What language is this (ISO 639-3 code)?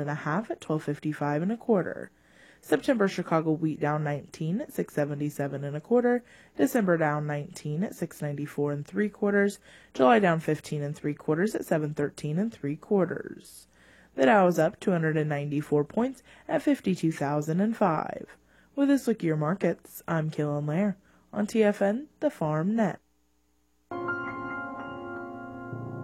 eng